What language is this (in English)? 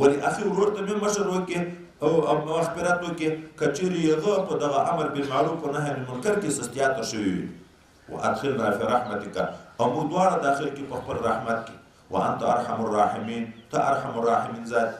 Pashto